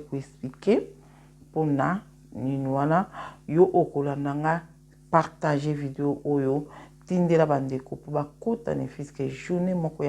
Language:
Lingala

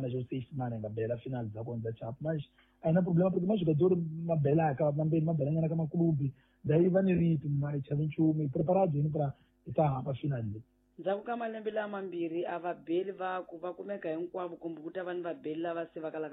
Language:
Tsonga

